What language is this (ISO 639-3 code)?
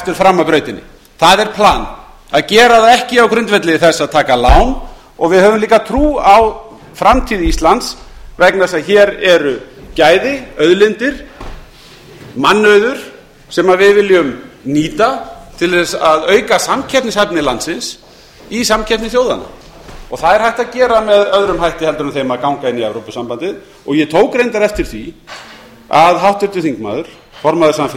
isl